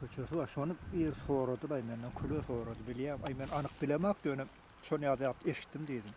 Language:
Turkmen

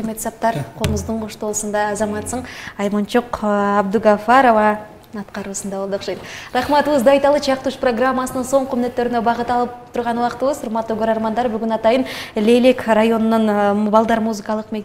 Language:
Kyrgyz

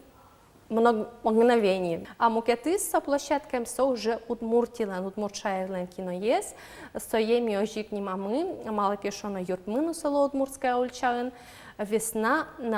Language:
Udmurt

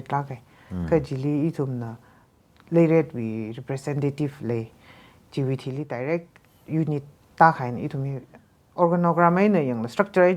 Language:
Tangkhul Naga (India)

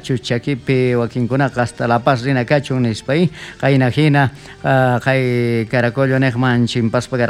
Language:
South Bolivian Quechua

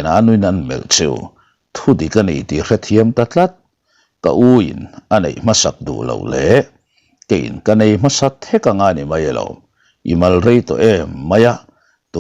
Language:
Mizo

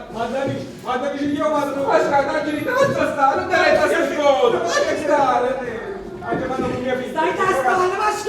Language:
Neapolitan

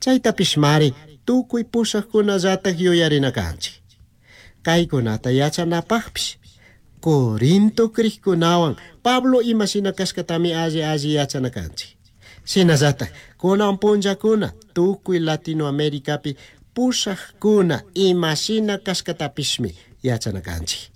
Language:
Chimborazo Highland Quichua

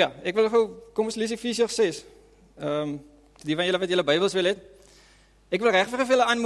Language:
Afrikaans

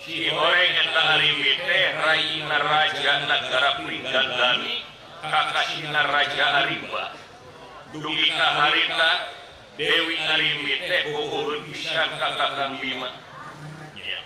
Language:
Sundanese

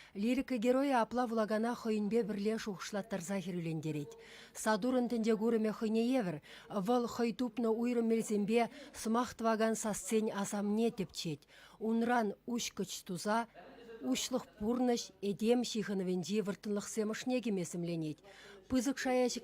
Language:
Chuvash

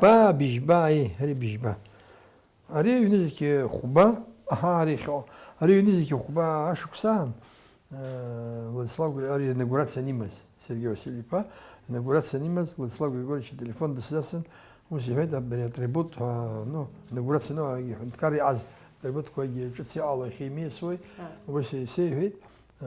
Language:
Abkhazian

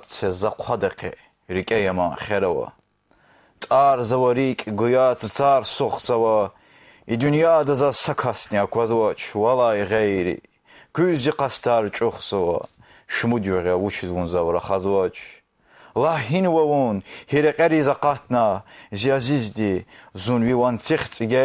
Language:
Lezghian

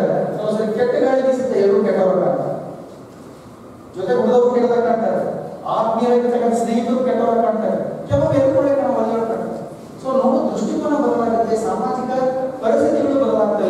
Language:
Kannada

